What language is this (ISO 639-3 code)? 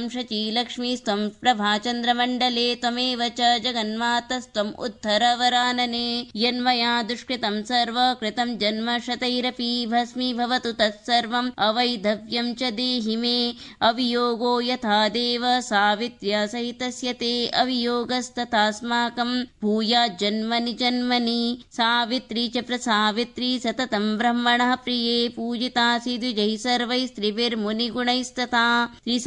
san